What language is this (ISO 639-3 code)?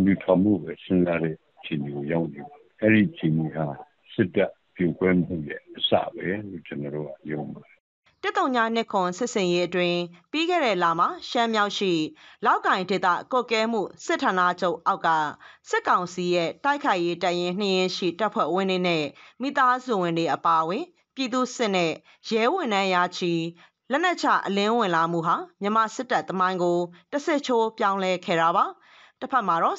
mya